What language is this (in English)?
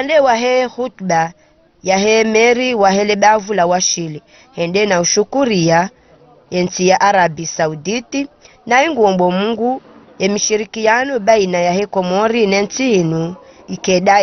Ngazidja Comorian